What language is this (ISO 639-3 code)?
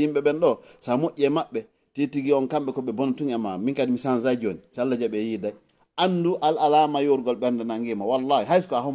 ful